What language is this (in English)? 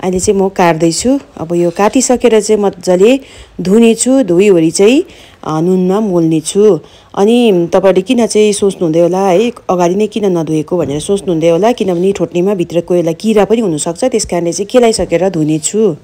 Nepali